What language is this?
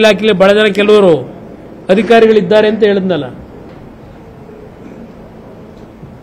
Kannada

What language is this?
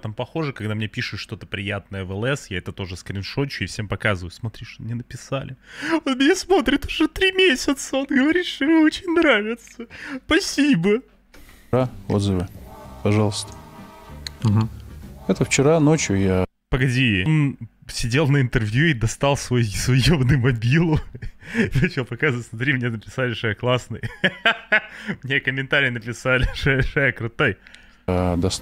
Russian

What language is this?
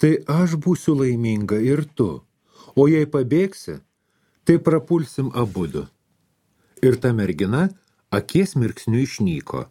Lithuanian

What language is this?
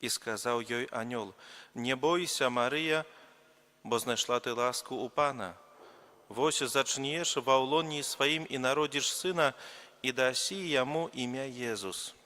Belarusian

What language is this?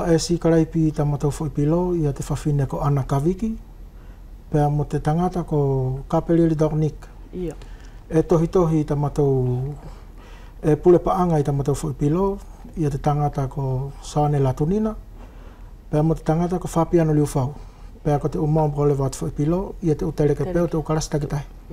Wallisian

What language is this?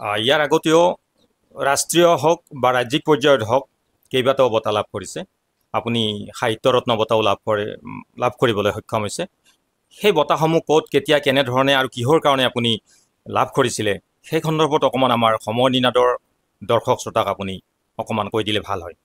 Assamese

